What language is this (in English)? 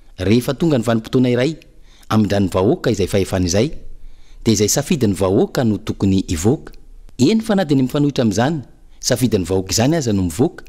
Malagasy